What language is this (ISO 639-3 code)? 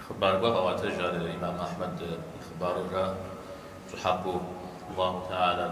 kbd